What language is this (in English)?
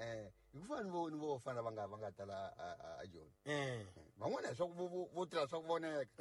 Tsonga